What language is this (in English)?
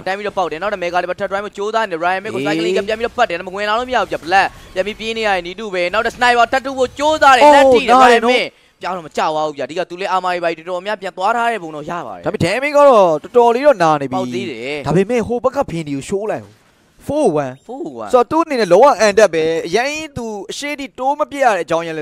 Burmese